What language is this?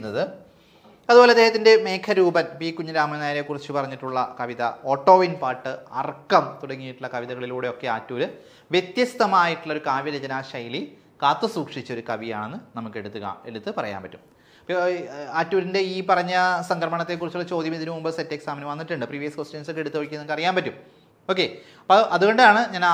Malayalam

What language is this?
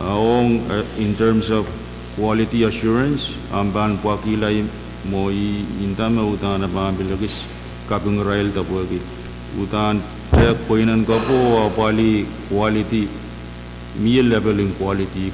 Pohnpeian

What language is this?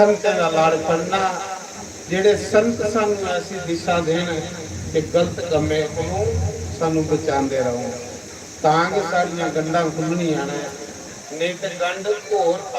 Dogri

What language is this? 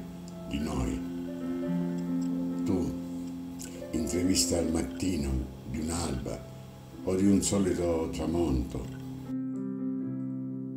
Italian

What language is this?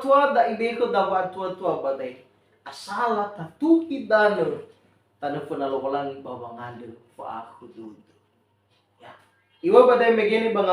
Nias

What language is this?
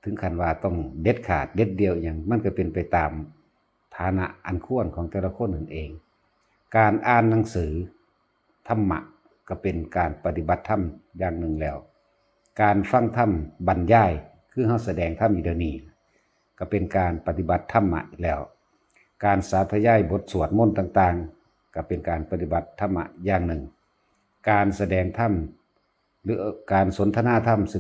Northeastern Thai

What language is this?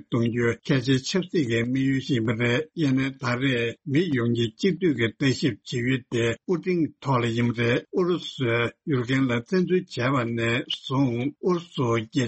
Tibetan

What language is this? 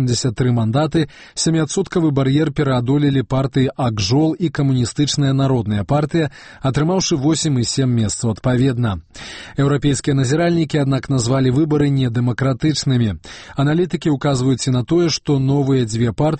Belarusian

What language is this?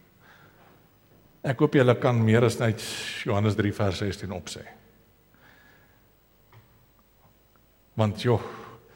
Afrikaans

